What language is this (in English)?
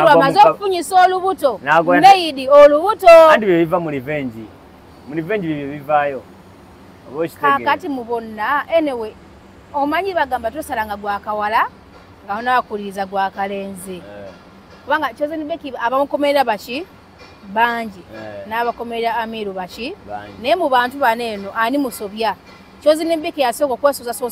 Ganda